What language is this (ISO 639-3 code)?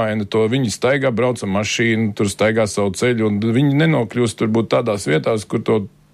lav